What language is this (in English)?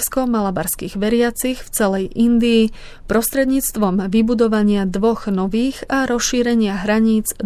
Slovak